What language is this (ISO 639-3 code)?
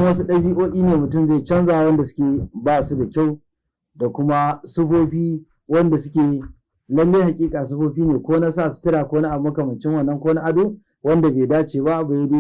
hau